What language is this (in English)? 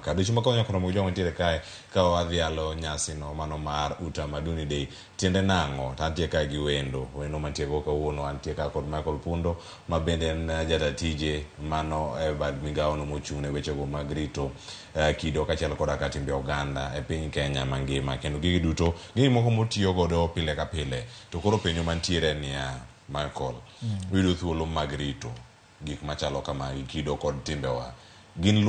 Luo (Kenya and Tanzania)